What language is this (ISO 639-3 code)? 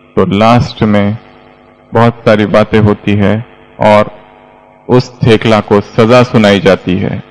hin